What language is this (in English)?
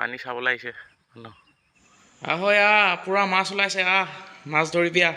Assamese